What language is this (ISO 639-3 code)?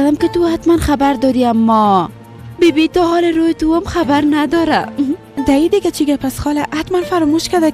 fas